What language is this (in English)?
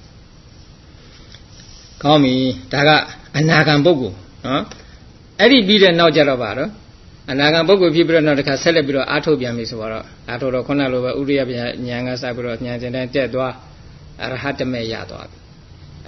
Burmese